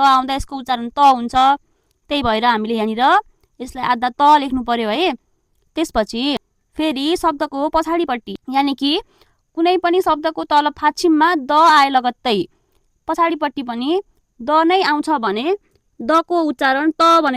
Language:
Nepali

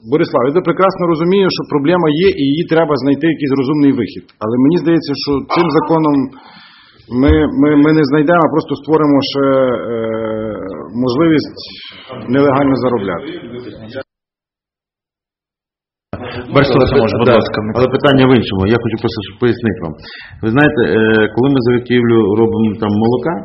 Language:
Ukrainian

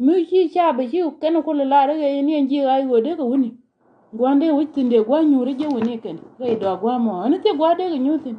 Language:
Nuer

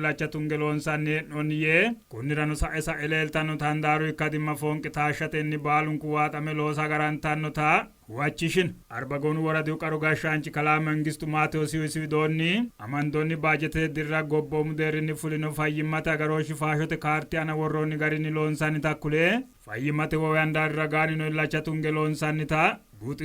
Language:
Sidamo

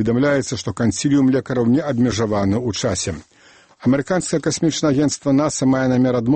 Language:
Belarusian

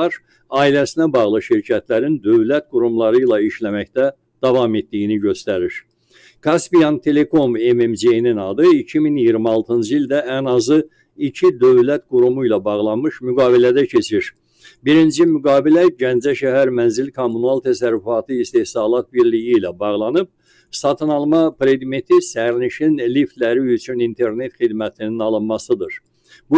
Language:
Azerbaijani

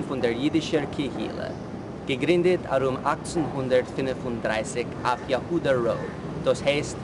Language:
Yiddish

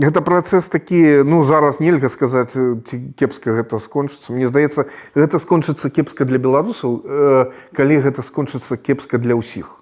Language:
Belarusian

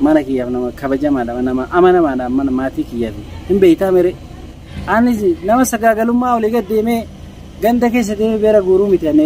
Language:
Oromo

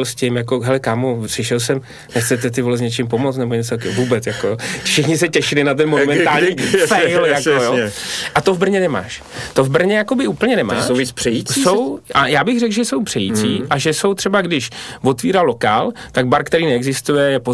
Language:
Czech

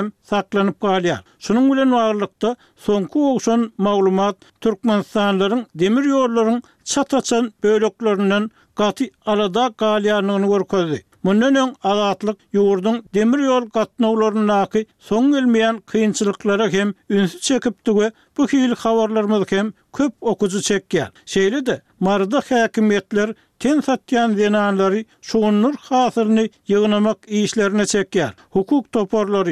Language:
Turkmen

